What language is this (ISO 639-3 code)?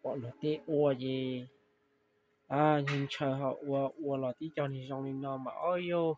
hmn